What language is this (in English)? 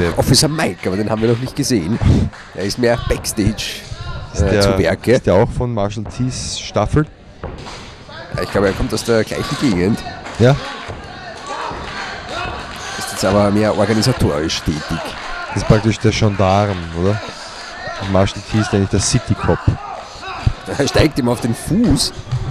German